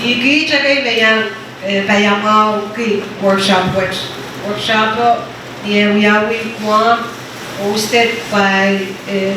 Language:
Pohnpeian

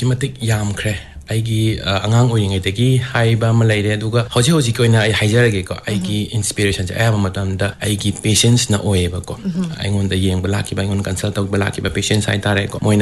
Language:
Manipuri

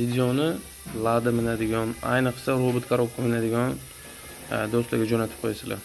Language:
Uzbek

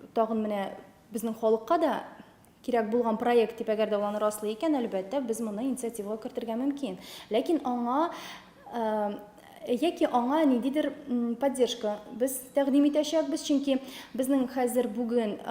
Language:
Tatar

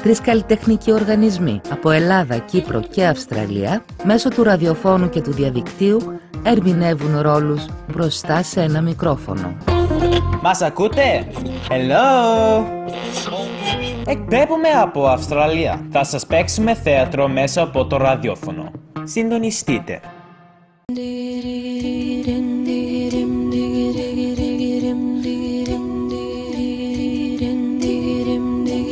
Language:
Greek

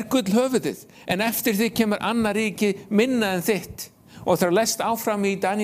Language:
Icelandic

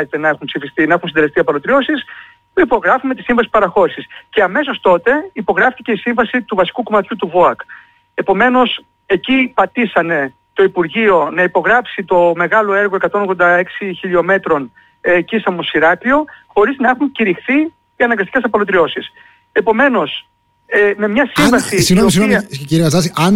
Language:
Greek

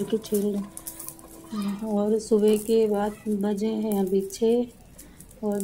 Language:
Hindi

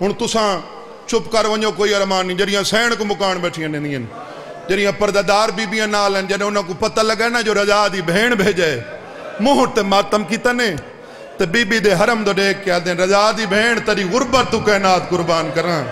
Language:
Saraiki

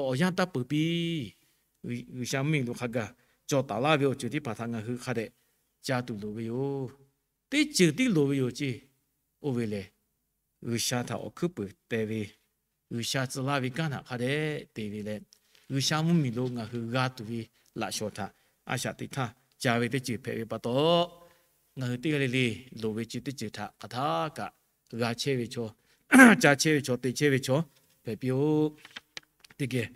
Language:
Lahu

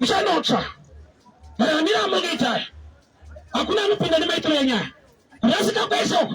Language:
Shona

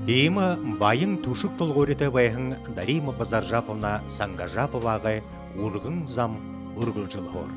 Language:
Buriat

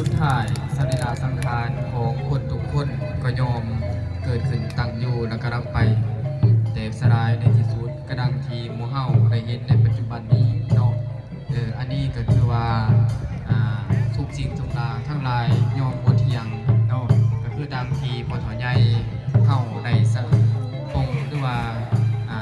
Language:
Lao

